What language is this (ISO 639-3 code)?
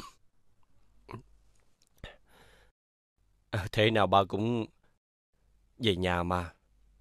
vie